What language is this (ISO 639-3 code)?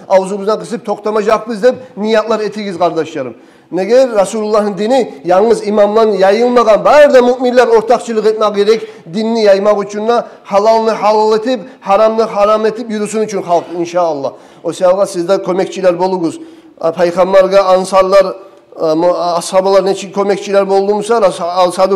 kum